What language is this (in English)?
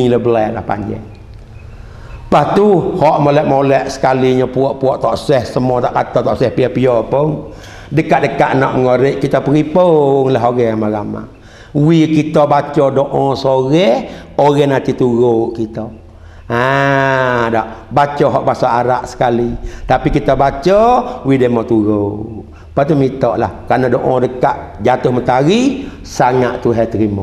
Malay